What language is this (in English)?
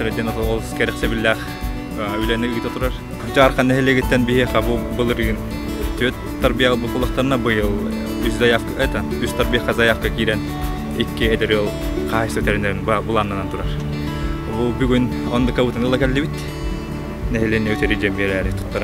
Yakut